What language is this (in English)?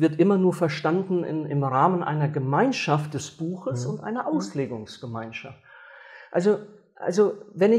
Swiss German